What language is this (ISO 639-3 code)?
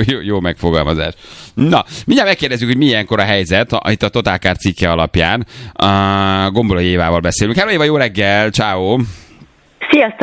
hun